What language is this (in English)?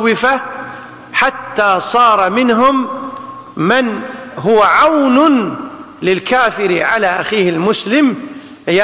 Indonesian